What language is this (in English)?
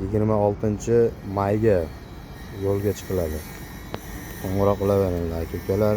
Uzbek